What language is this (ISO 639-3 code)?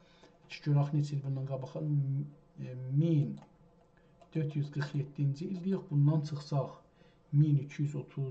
azb